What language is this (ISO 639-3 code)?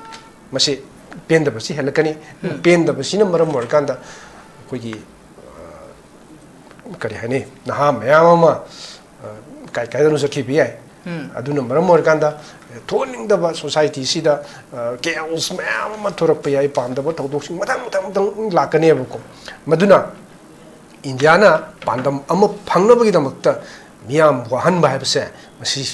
mni